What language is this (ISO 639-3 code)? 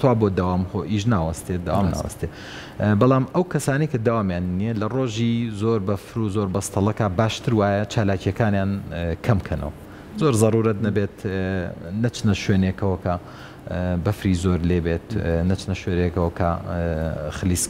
ckb